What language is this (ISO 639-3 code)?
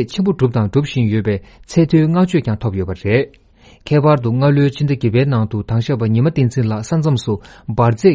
bod